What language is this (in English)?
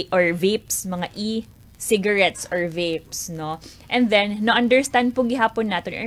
Waray